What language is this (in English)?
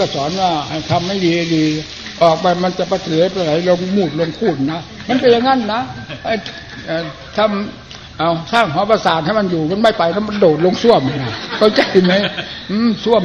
Thai